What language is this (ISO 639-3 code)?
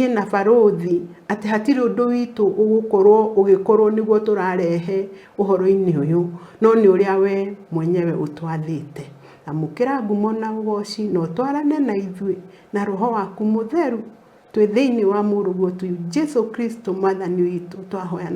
kik